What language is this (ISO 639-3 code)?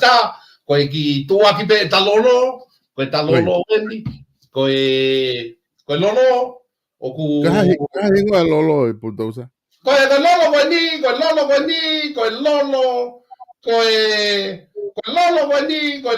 ton